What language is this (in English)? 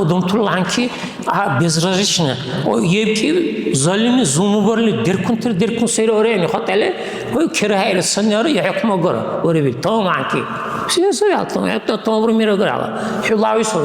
Dargwa